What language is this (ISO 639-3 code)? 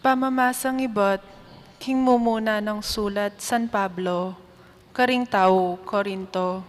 pam